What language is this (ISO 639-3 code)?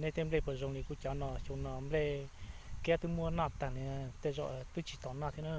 hmn